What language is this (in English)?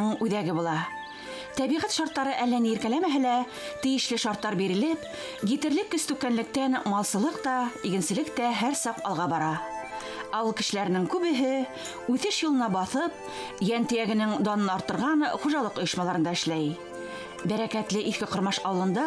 Bashkir